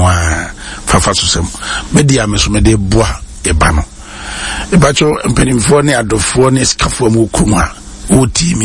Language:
Akan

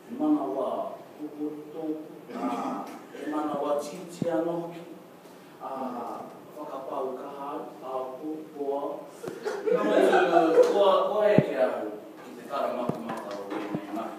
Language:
Māori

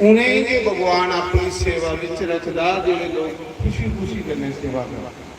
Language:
Dogri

